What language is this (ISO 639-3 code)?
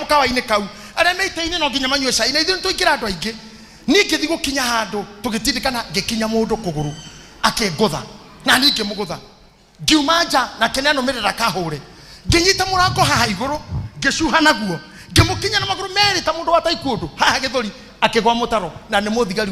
kik